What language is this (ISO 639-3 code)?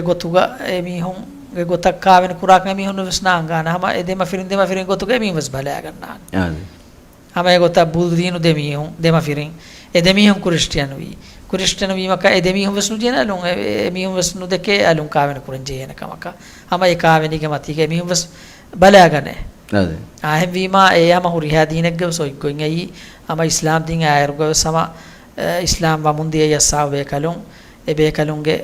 div